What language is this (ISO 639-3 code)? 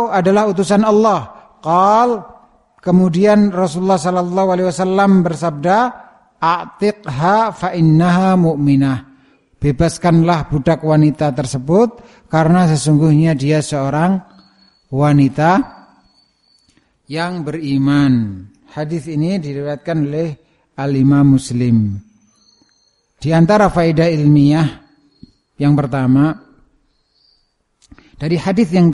ind